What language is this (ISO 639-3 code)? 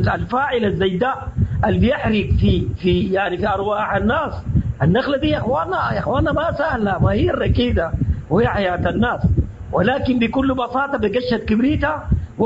apd